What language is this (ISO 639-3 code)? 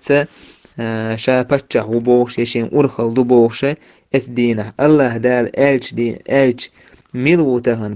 che